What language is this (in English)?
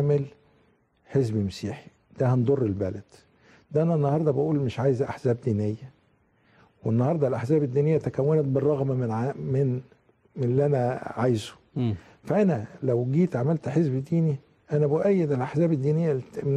Egyptian Arabic